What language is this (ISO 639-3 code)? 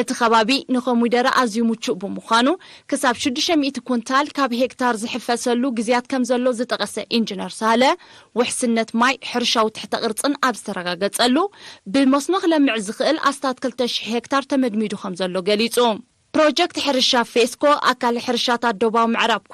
tir